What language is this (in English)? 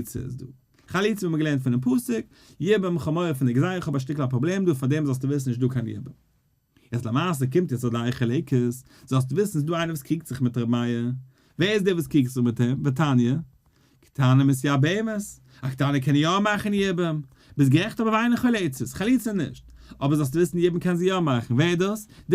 Yiddish